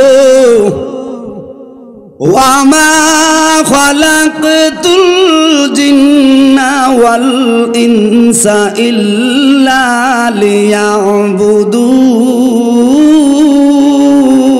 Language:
Bangla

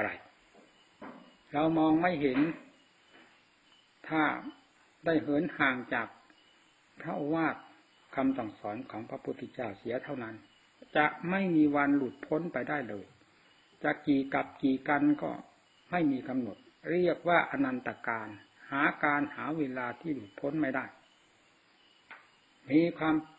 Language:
Thai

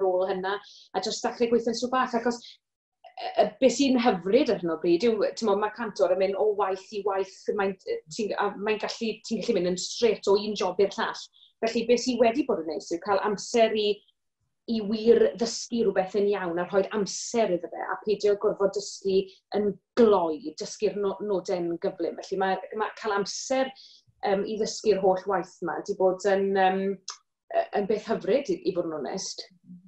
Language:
Welsh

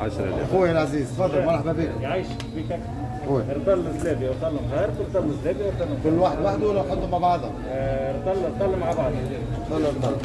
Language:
Tunisian Arabic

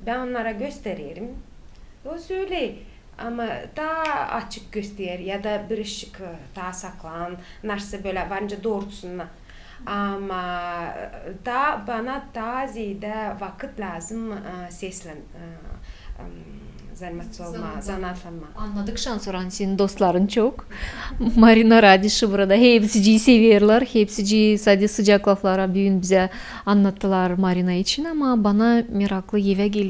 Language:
Gagauz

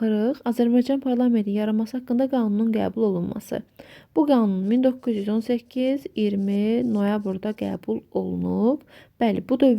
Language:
Azerbaijani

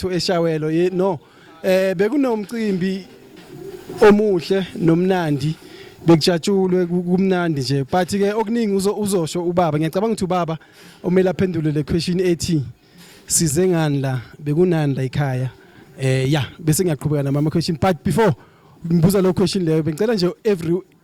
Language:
Zulu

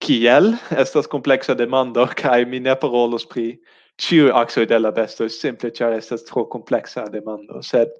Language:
Esperanto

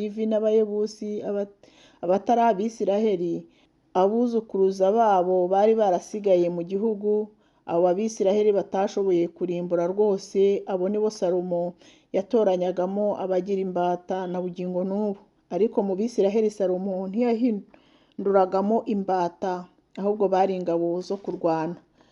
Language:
Kinyarwanda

